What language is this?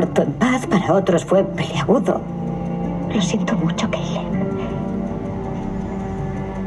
Spanish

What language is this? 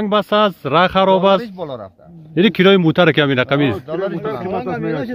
Persian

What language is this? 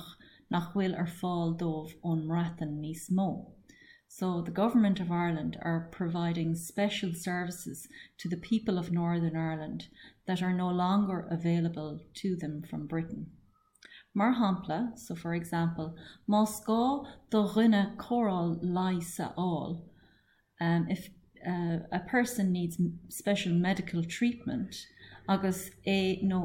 Irish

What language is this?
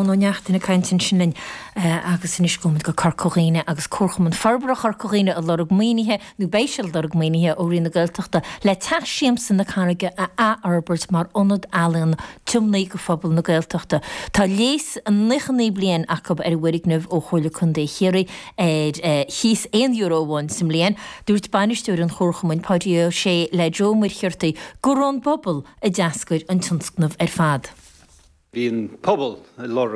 Irish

